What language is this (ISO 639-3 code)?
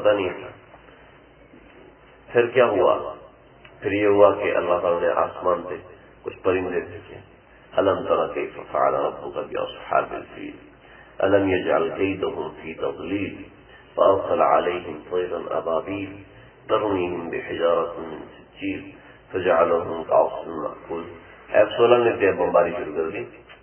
urd